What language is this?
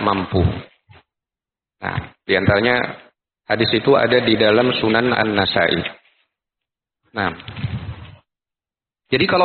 Indonesian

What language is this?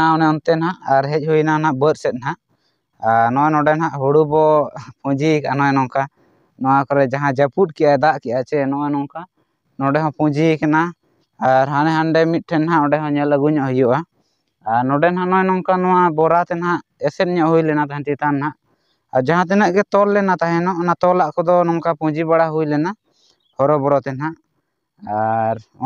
Santali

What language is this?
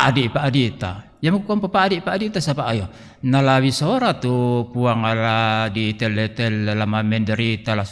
Toraja-Sa'dan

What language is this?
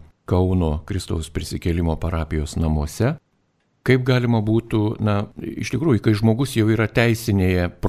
Lithuanian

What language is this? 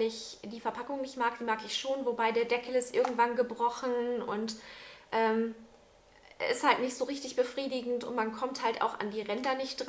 German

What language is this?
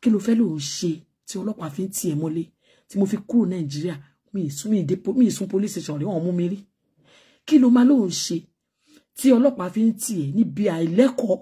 Yoruba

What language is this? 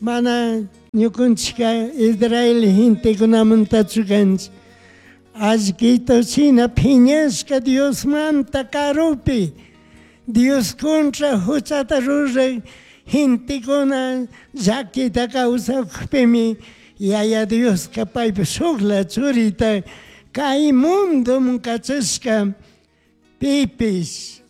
Chimborazo Highland Quichua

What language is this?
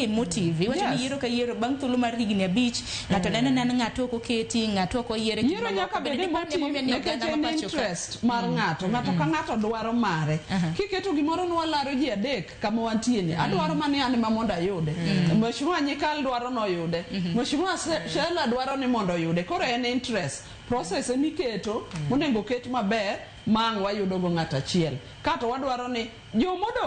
Luo (Kenya and Tanzania)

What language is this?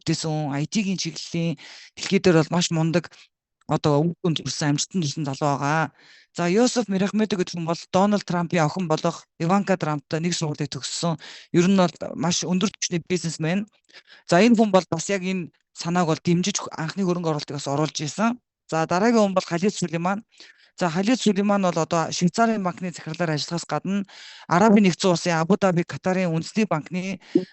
Mongolian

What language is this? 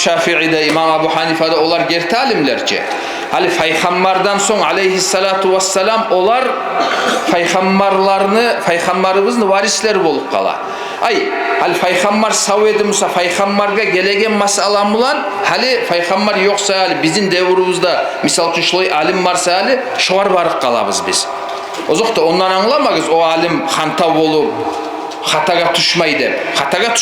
Kumyk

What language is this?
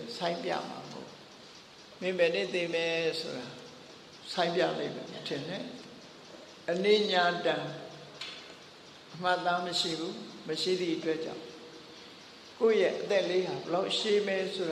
Burmese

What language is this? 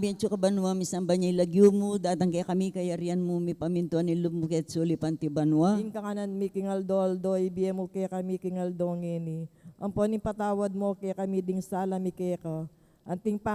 Pampanga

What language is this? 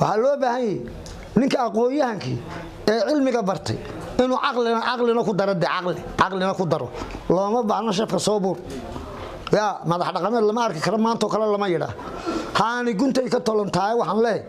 Somali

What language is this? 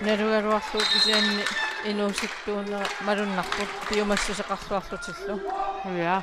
Kalaallisut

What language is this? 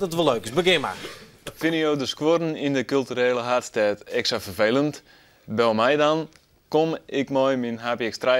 Western Frisian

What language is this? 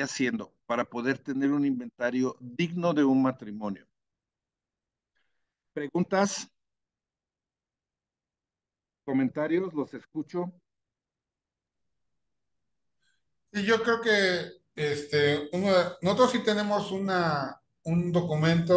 Spanish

